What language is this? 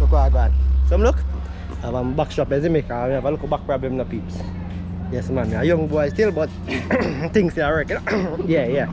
Jamaican Creole English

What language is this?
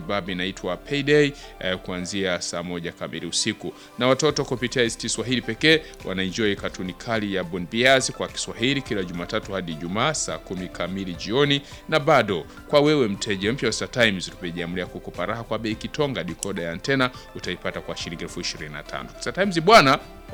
Swahili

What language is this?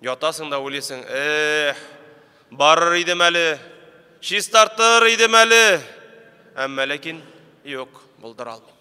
Tatar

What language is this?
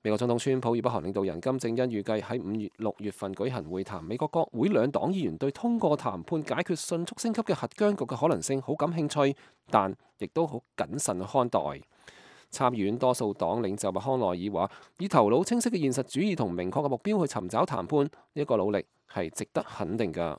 Cantonese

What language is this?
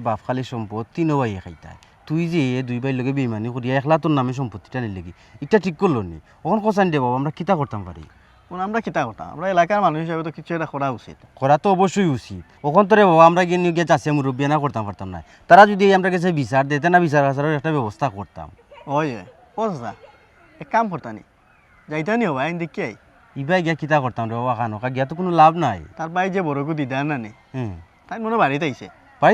Sylheti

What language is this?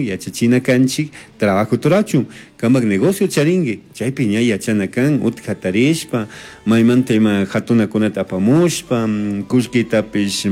Chimborazo Highland Quichua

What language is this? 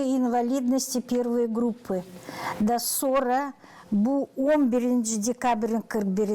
Gagauz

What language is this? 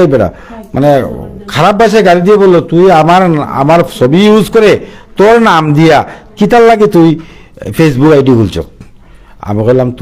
Sylheti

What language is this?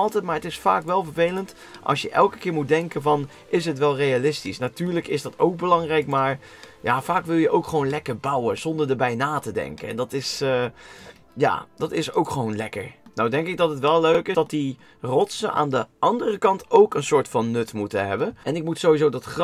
Dutch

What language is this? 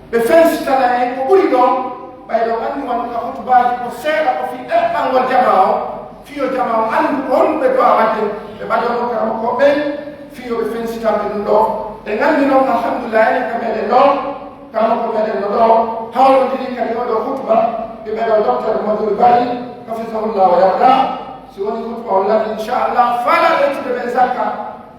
Pular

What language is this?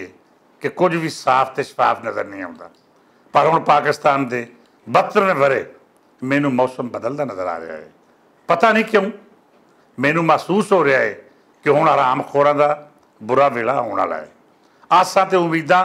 Western Panjabi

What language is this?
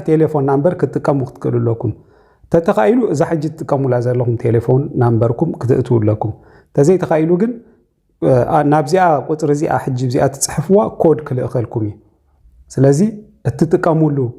Tigrinya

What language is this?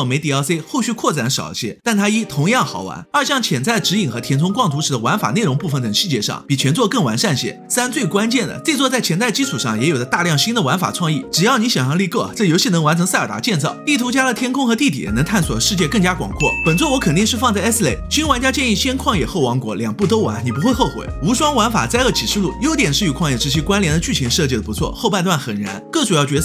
Chinese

